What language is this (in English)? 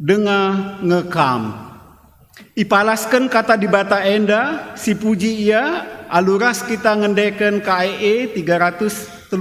Batak Karo